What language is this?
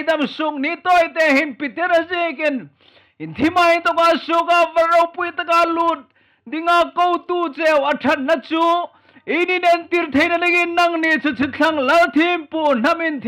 Hmar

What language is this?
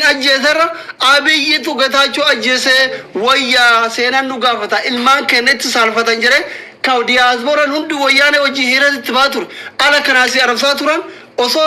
Oromo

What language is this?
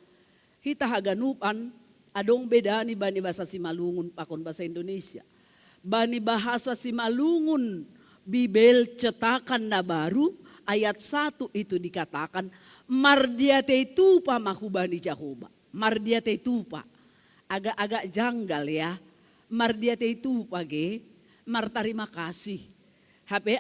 Batak Simalungun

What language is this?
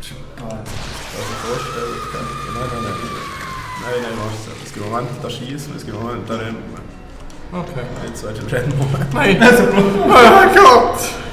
Swiss German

